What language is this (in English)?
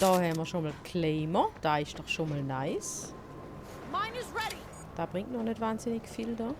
Swiss German